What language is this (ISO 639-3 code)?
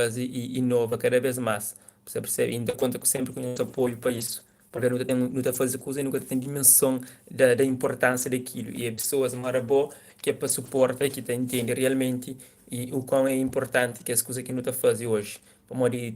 kea